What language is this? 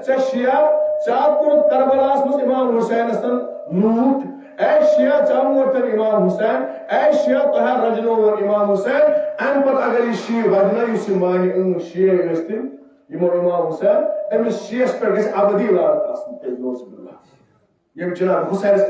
Kashmiri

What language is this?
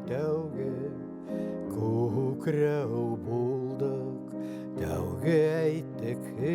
Bashkir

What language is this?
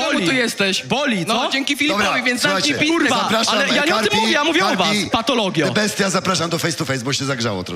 Polish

